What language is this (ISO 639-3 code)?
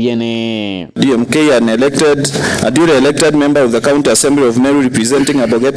mer